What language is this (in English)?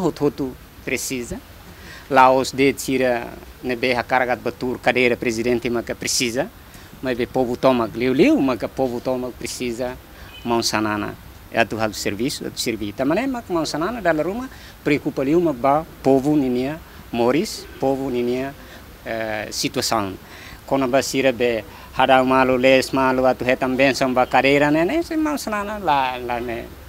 Tetum